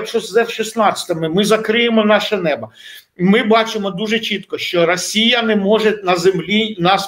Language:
Ukrainian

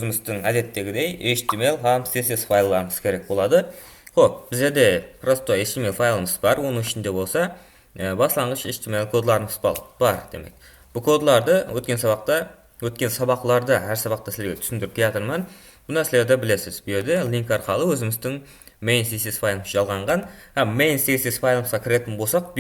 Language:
Kara-Kalpak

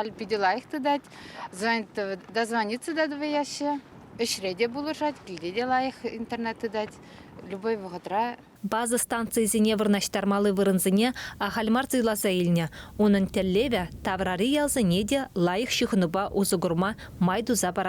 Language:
Chuvash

